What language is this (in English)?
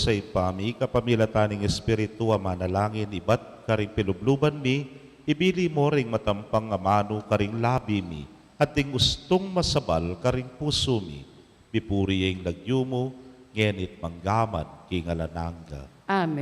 Pampanga